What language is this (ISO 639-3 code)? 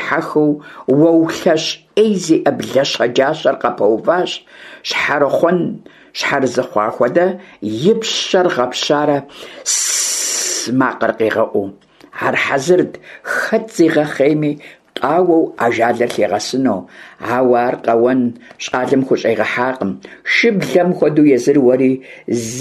kbd